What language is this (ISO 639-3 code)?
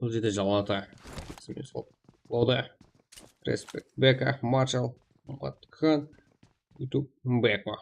kaa